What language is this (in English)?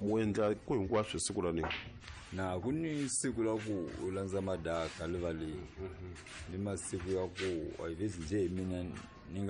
Tsonga